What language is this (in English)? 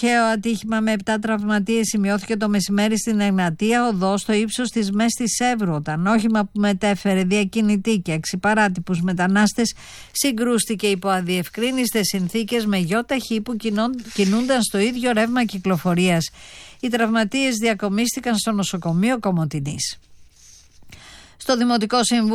Greek